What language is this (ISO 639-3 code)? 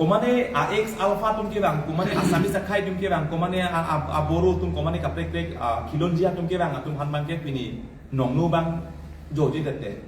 mjw